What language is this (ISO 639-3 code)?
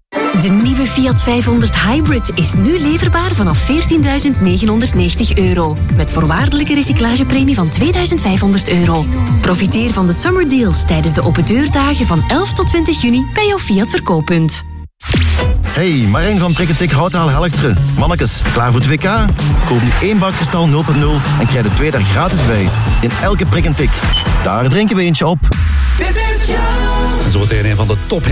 nld